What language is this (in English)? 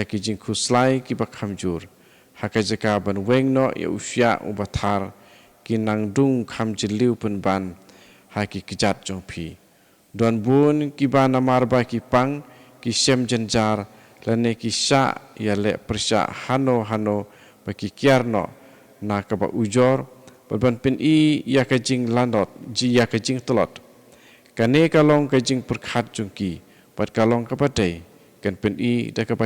Khasi